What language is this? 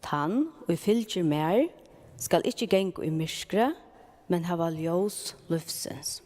Faroese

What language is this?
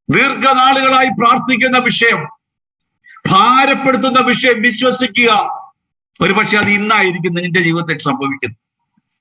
Malayalam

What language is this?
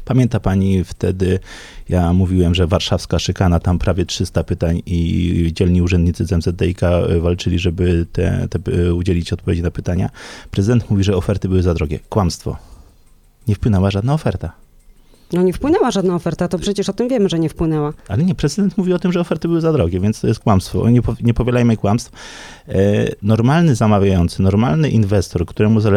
Polish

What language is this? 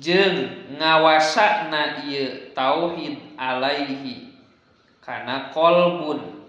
Sundanese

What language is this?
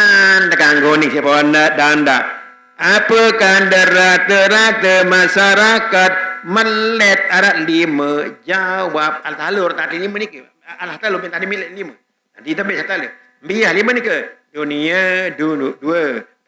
Sasak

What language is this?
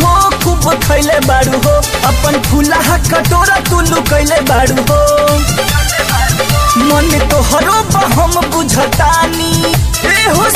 Bhojpuri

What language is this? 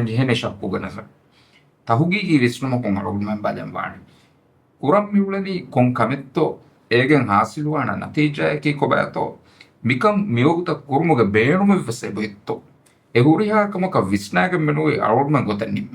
Divehi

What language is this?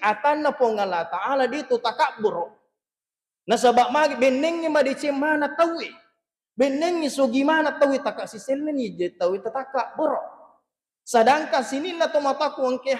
Buginese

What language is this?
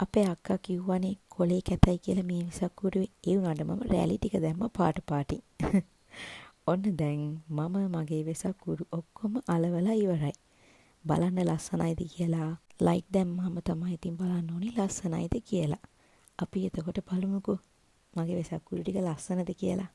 Sinhala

